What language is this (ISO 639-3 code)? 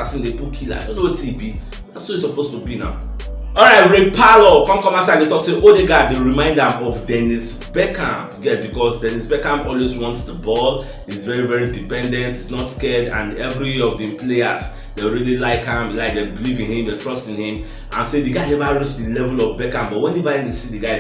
pcm